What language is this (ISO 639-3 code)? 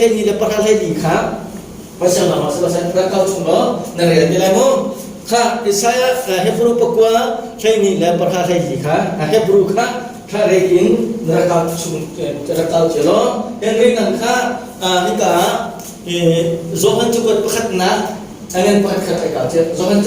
cnh